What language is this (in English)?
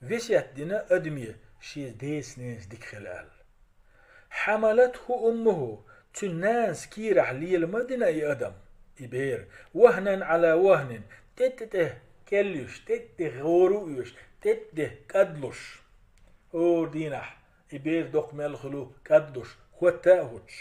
Chechen